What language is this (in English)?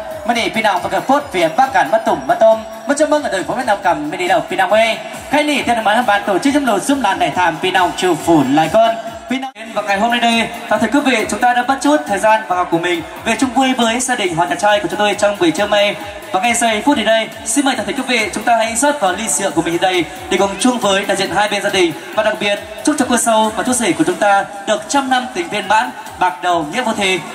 Vietnamese